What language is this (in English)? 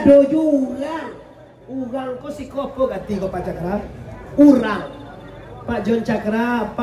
Minangkabau